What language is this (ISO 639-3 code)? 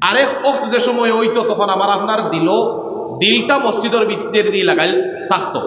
syl